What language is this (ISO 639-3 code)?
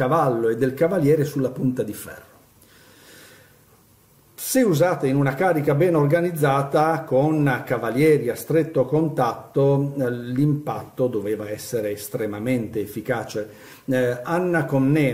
ita